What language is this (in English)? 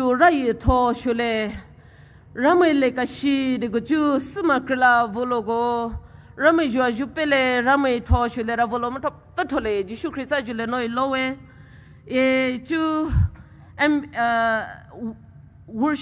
Poumei Naga